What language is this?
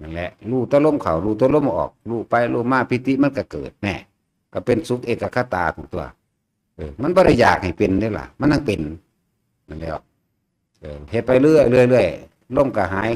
Northeastern Thai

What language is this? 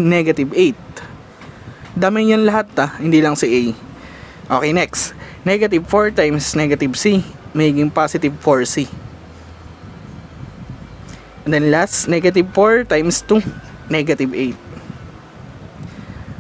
Filipino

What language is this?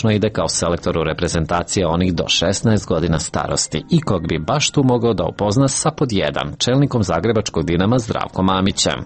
Serbian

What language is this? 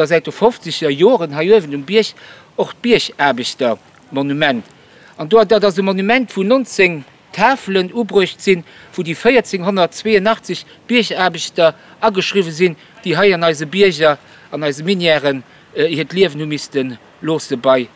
Luxembourgish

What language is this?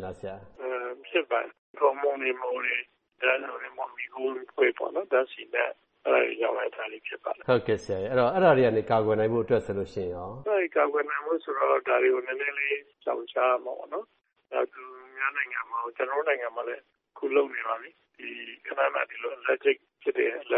Burmese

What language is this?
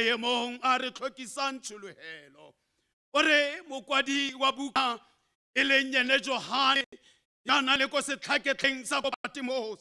Tswana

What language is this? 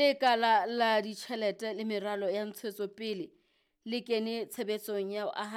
Southern Sotho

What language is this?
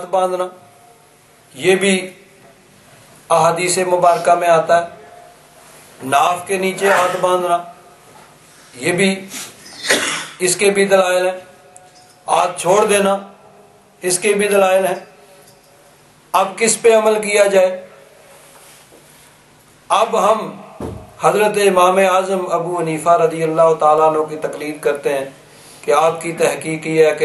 Urdu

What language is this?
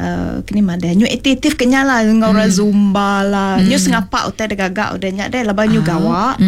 Iban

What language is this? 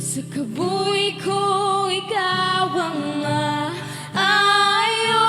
Hiligaynon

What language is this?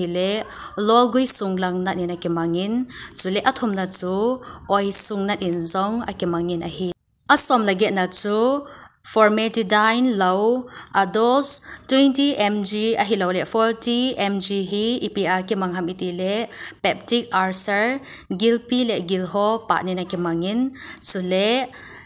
Thado Chin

